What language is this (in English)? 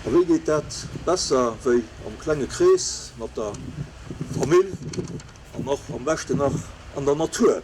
Luxembourgish